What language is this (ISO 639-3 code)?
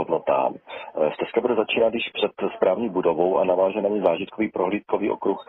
ces